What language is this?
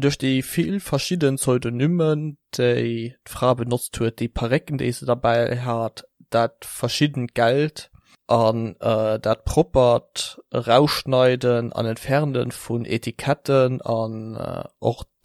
Luxembourgish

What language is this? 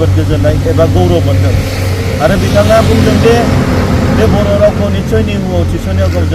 Bodo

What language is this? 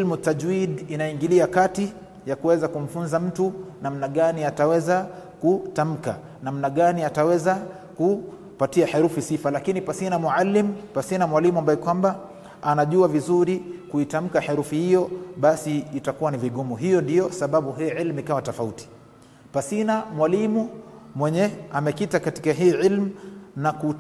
Swahili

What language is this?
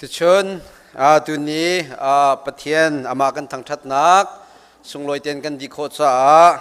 Hakha Chin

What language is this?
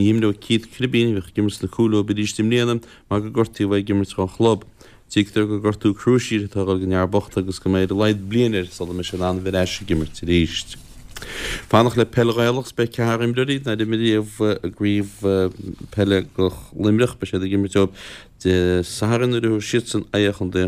Irish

